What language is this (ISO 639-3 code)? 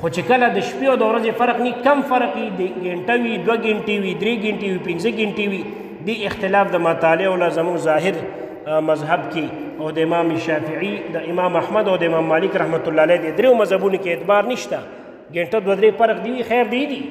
pus